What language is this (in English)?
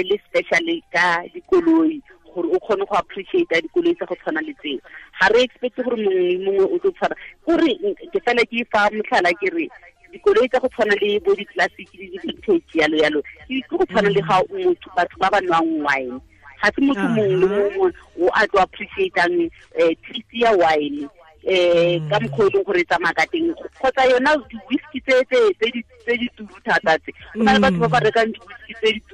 Tswana